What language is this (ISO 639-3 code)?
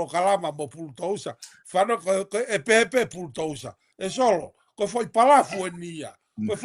ton